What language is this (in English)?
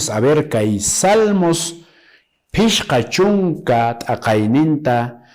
Quechua